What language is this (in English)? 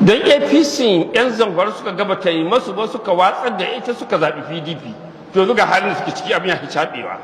Hausa